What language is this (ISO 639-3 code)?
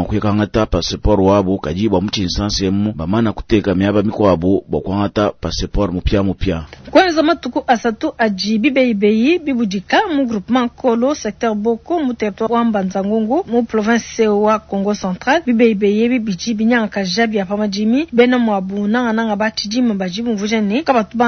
lua